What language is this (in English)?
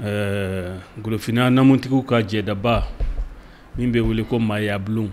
Bambara